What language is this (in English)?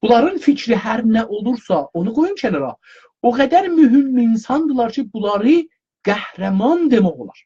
South Azerbaijani